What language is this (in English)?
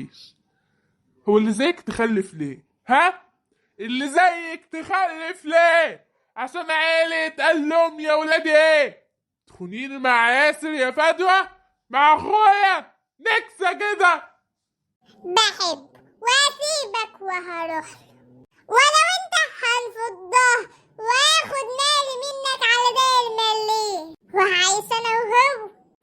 Egyptian Arabic